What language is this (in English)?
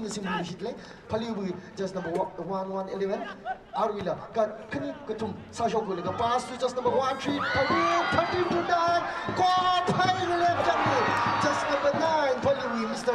Tangkhul Naga (India)